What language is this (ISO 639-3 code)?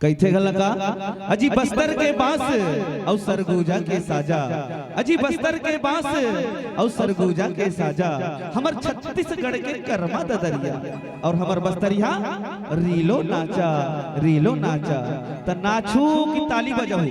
hne